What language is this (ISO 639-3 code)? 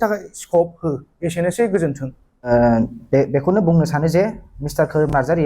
brx